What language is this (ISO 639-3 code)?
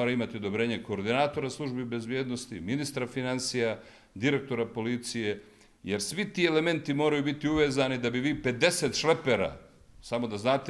bos